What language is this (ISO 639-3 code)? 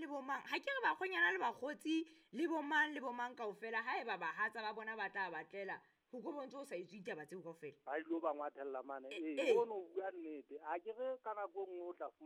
sot